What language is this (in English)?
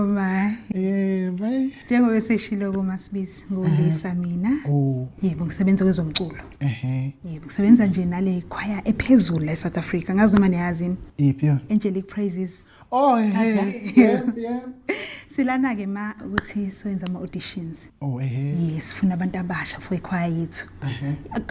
Zulu